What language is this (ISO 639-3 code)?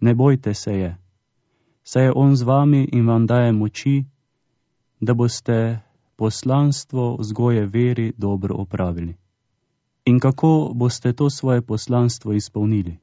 slv